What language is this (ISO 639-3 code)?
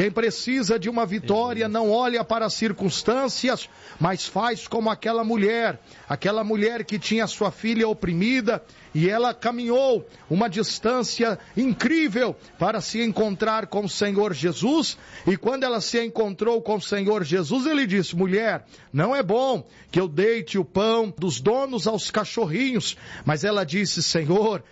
por